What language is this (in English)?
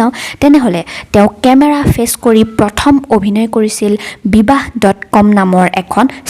Assamese